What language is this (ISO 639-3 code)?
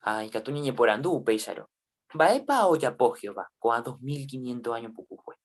grn